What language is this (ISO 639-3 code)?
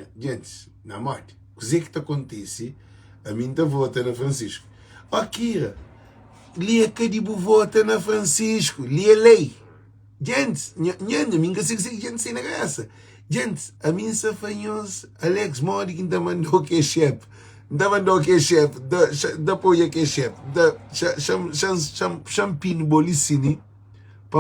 kea